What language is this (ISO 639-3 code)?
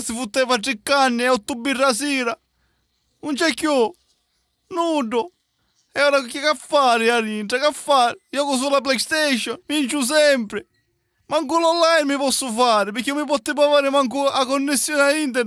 scn